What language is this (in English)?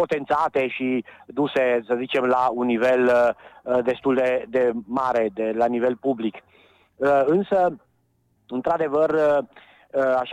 Romanian